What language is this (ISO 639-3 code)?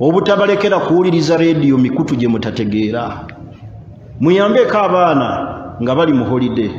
lug